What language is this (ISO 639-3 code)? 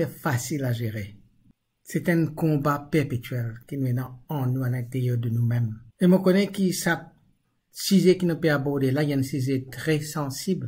mfe